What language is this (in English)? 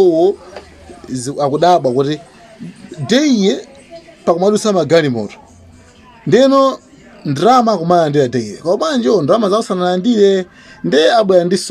Nyanja